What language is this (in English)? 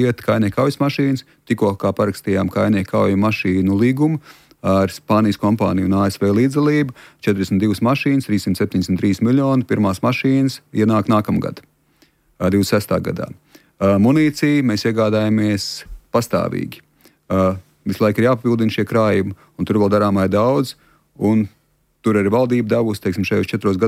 Latvian